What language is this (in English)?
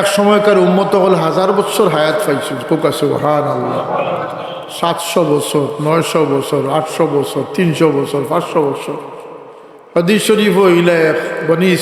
Sylheti